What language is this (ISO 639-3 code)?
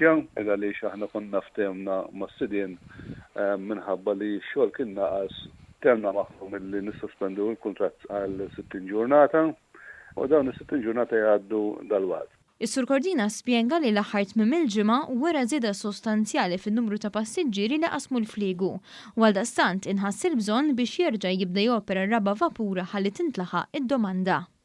mlt